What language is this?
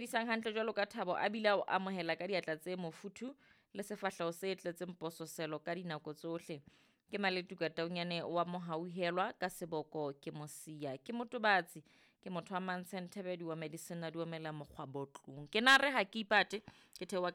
Southern Sotho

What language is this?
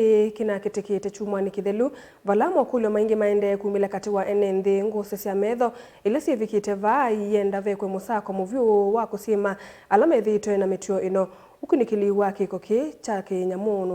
Kamba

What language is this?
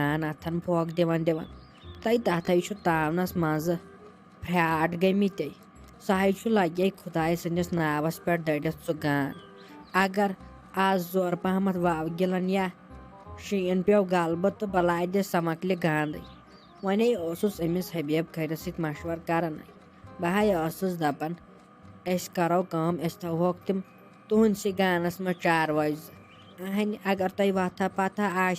Kashmiri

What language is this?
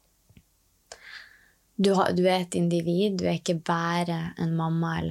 Norwegian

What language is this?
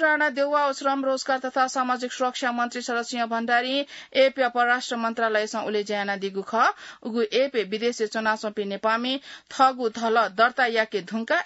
Newari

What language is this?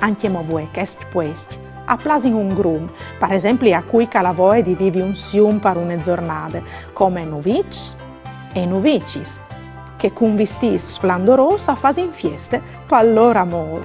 Friulian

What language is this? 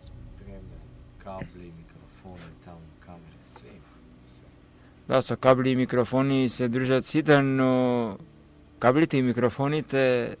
Macedonian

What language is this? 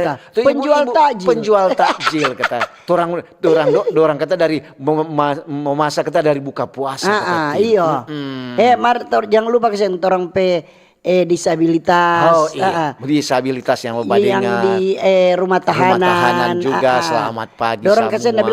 Manado Malay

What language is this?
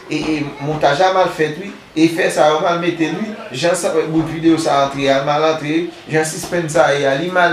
Haitian Creole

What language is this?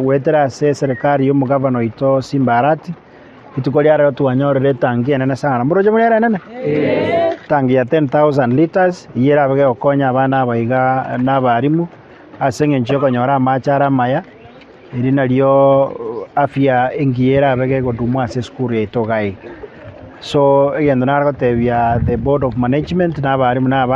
Gusii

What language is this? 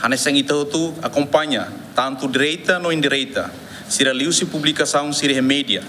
Tetum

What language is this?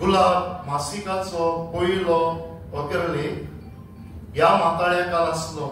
Konkani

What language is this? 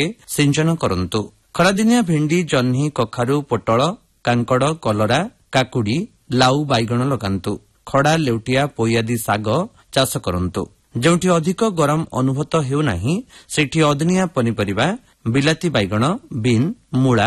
Odia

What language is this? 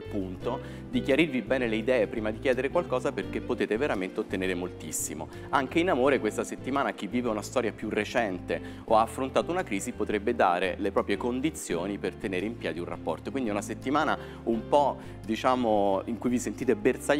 Italian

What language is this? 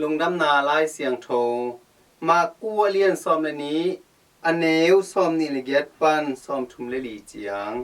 Tedim Chin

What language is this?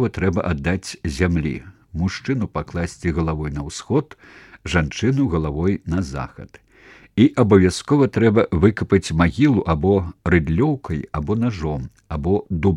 Belarusian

